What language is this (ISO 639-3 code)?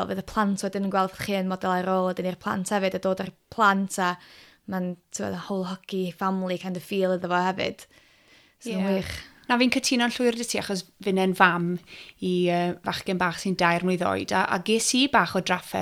cym